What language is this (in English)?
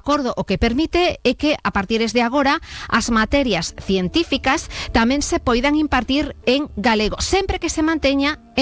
Galician